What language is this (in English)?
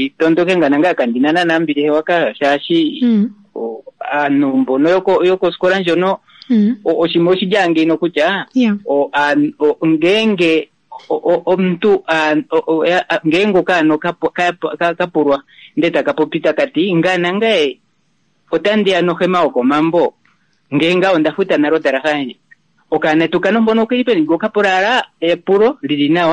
Kuanyama